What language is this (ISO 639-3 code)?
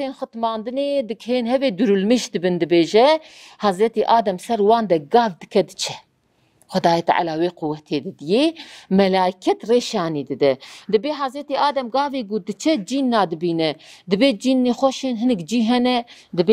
kur